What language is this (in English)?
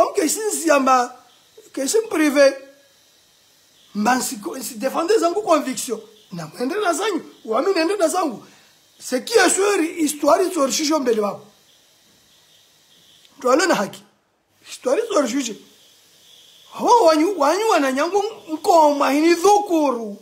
Swahili